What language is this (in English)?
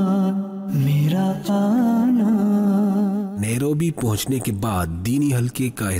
Urdu